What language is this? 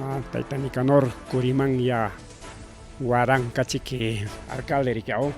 Ayacucho Quechua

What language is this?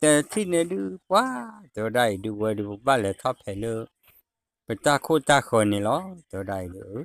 S'gaw Karen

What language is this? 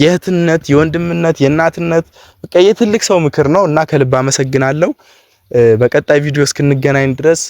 Amharic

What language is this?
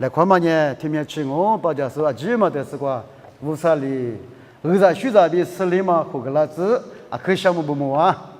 Lisu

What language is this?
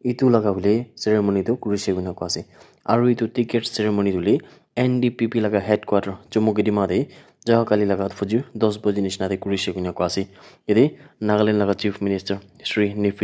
Naga Pidgin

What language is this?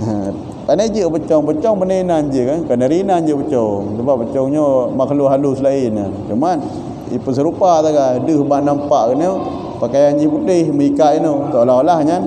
Achinese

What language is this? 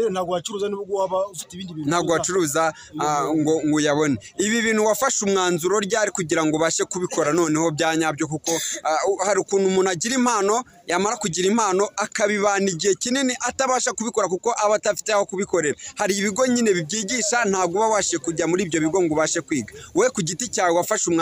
Kinyarwanda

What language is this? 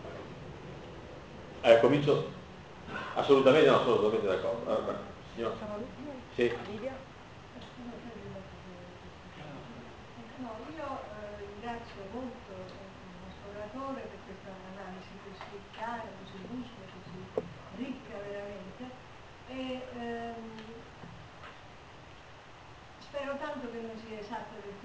Italian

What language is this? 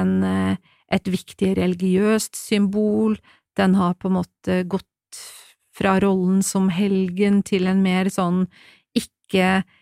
Norwegian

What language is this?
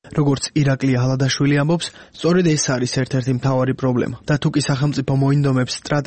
Georgian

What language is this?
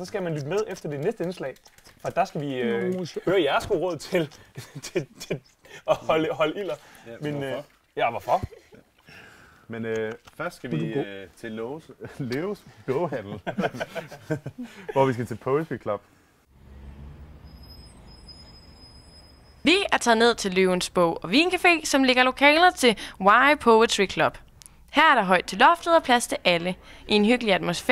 Danish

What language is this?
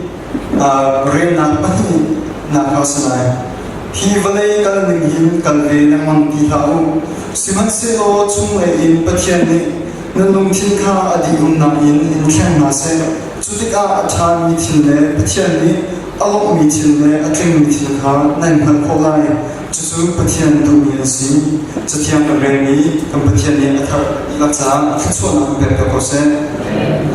Hakha Chin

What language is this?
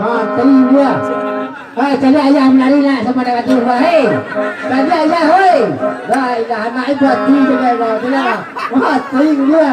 Minangkabau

